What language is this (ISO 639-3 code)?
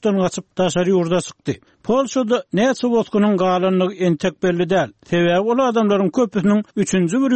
tuk